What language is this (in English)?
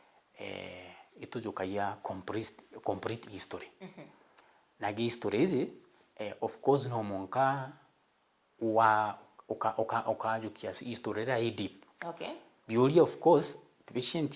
Meru